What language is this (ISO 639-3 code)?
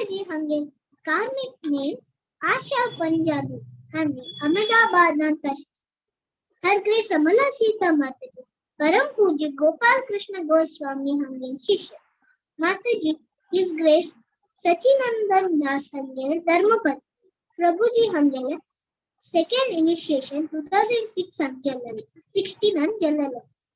kok